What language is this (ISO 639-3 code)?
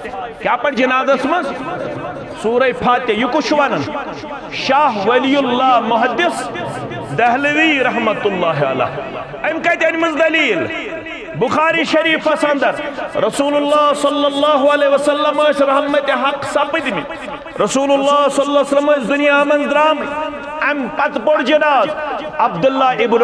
kas